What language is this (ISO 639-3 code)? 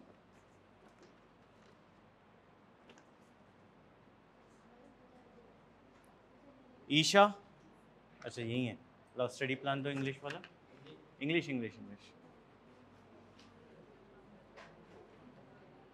hin